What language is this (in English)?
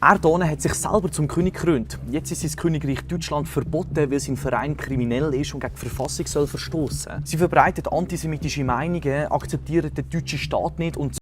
Swiss German